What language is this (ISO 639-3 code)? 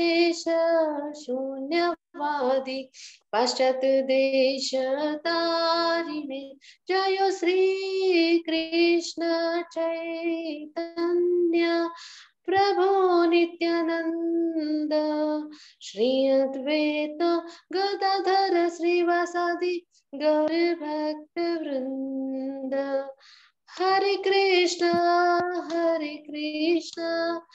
mar